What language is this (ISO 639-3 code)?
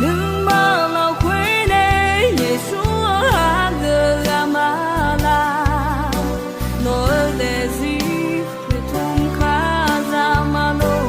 ahk